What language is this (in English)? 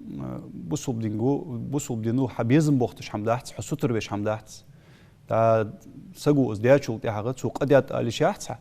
Ingush